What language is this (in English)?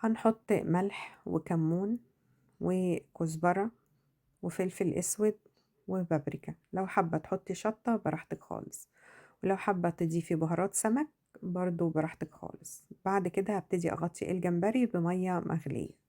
Egyptian Arabic